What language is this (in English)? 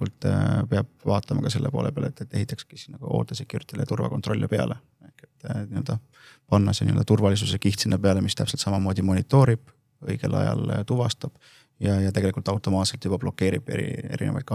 Estonian